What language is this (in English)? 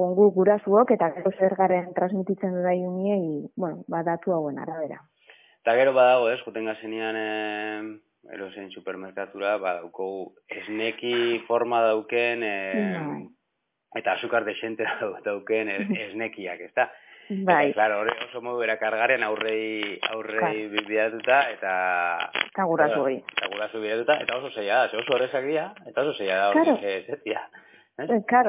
Basque